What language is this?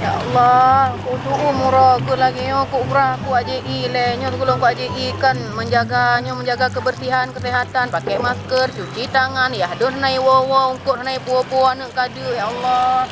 Achinese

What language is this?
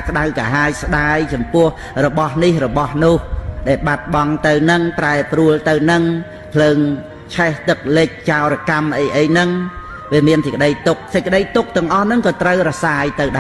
Khmer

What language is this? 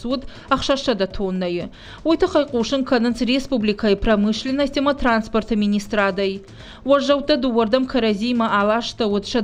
Ossetic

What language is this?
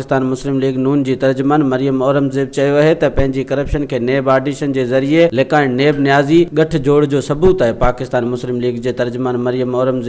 Sindhi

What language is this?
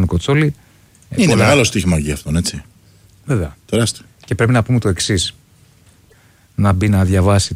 Greek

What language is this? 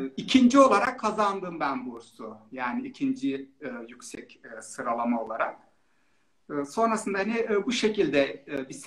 Turkish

